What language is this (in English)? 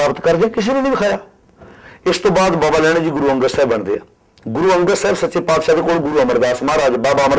Punjabi